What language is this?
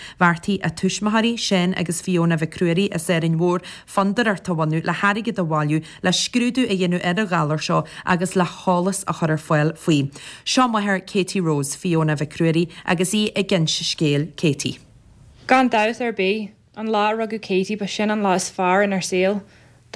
Irish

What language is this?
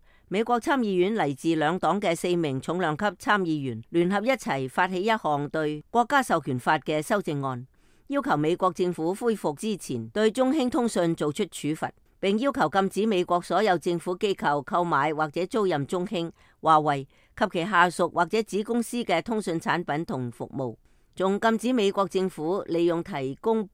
Cantonese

